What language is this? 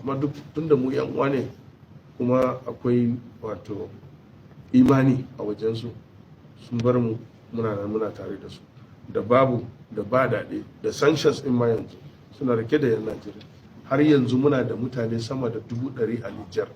Hausa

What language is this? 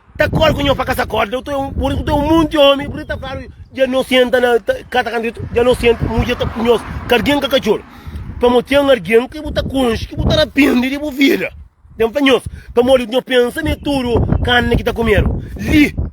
Kabuverdianu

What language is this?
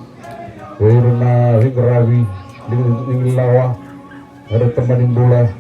Fijian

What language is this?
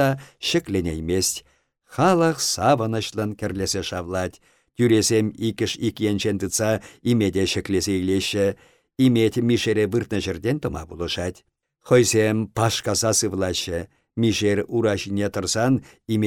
Chuvash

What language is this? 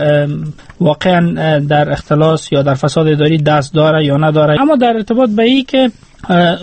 Persian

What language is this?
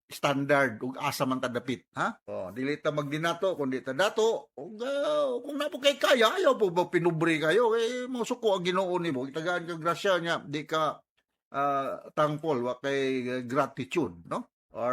Cebuano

